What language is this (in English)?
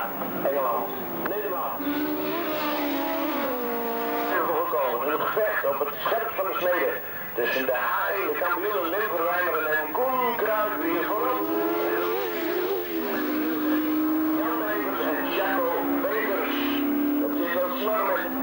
Dutch